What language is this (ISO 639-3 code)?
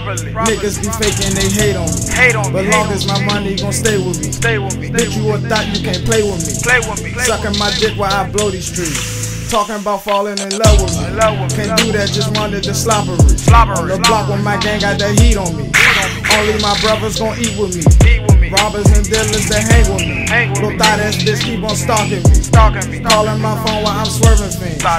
eng